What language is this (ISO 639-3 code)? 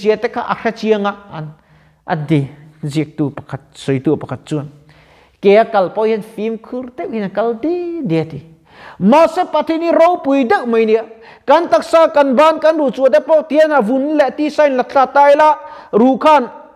lus